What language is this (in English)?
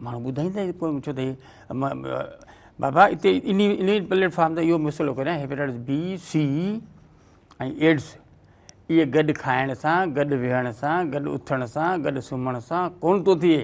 Sindhi